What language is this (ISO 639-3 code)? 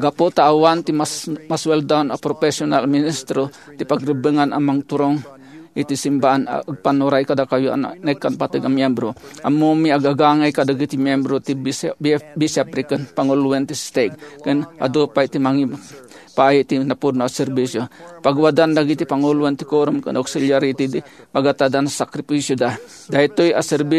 ilo